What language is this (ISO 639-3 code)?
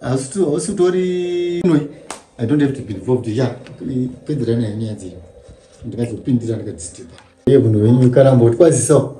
sna